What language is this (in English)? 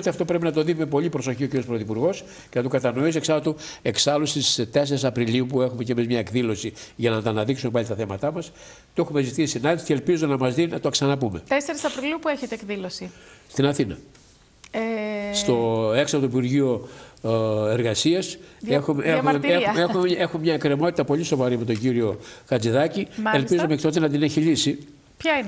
Greek